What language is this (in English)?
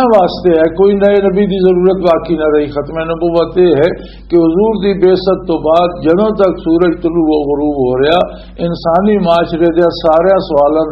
Western Panjabi